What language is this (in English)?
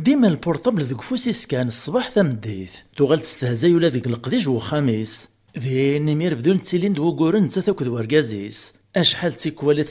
Kabyle